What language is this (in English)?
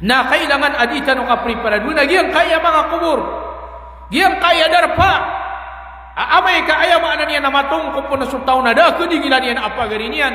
Maranao